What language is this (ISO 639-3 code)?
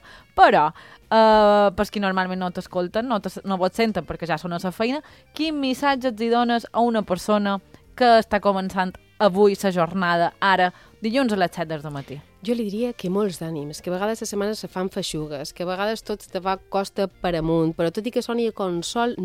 cat